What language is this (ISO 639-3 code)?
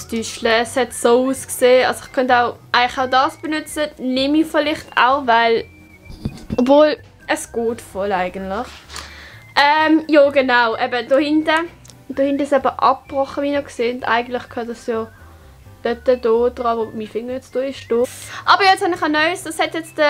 gsw